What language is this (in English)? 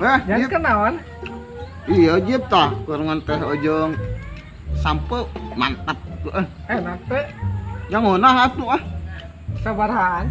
Sundanese